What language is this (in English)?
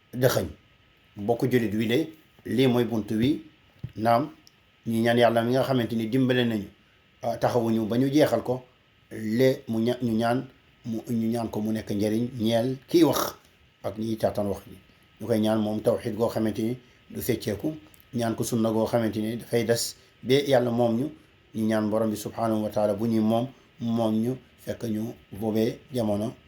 Wolof